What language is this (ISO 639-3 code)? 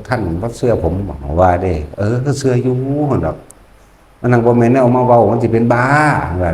tts